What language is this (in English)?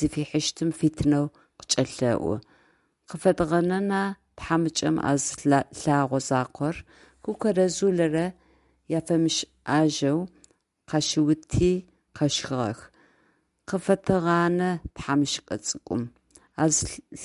Adyghe